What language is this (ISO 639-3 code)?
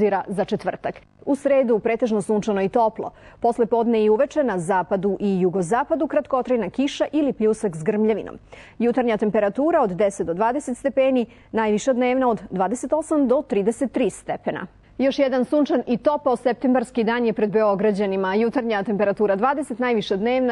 srp